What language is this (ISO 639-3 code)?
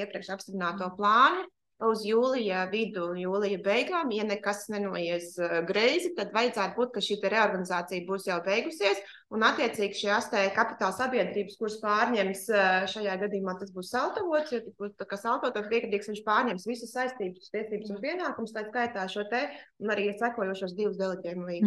lav